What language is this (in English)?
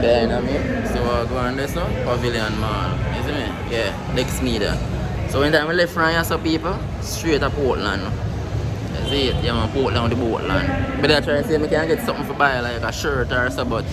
Jamaican Creole English